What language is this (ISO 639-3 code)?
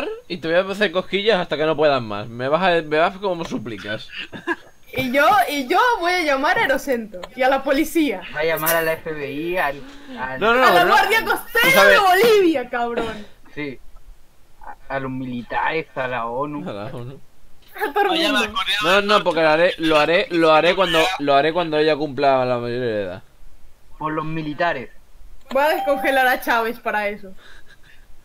spa